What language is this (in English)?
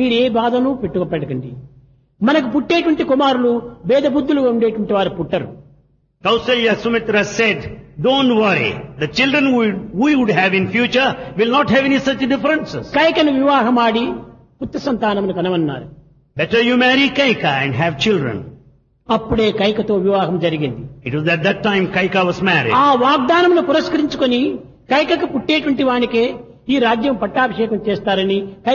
Telugu